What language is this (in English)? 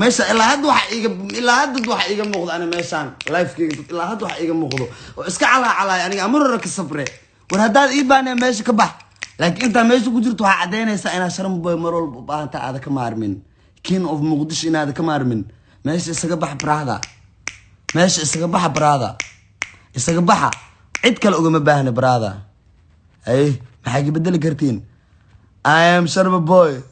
Somali